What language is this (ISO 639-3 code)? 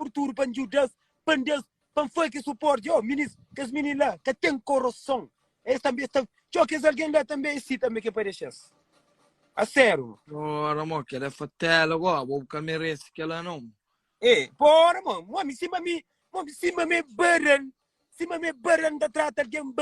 kea